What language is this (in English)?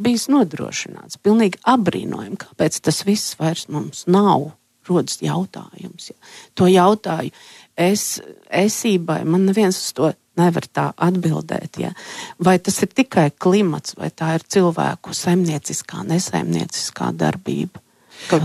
Latvian